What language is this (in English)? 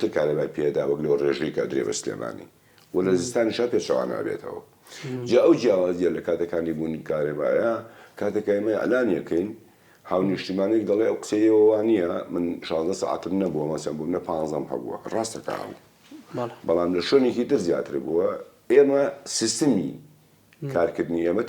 Central Kurdish